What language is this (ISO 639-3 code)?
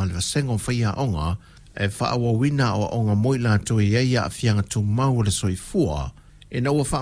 smo